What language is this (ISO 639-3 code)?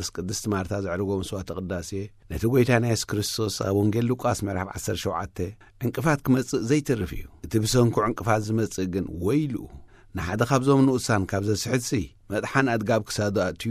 tir